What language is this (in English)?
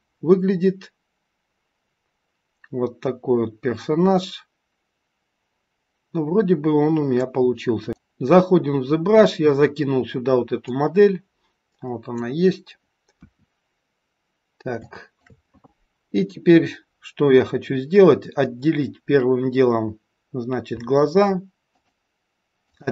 Russian